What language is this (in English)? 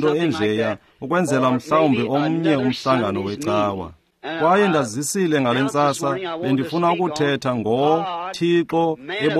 Xhosa